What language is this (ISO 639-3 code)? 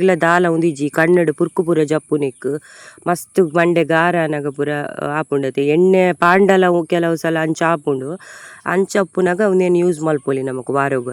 tcy